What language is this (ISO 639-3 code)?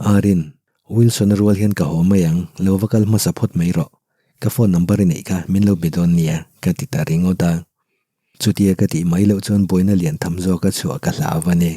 lus